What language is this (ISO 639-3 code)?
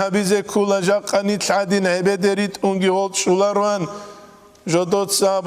ava